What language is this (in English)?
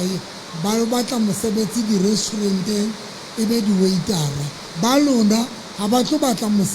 Southern Sotho